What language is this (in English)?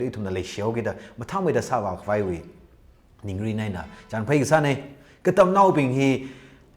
Tangkhul Naga (India)